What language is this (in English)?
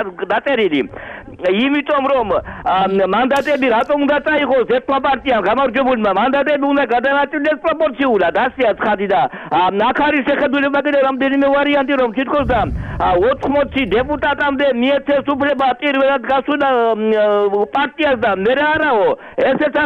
Georgian